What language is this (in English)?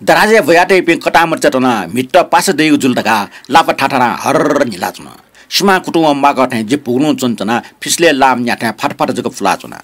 Newari